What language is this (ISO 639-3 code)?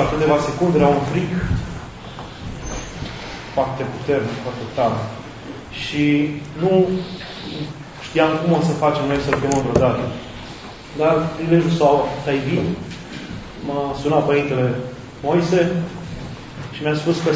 ron